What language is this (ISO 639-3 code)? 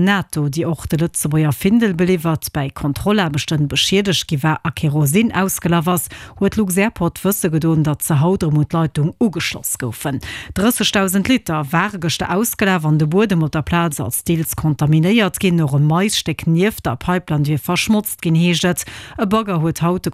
ltz